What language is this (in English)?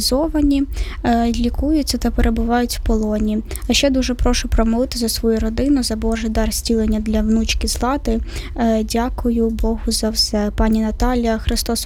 Ukrainian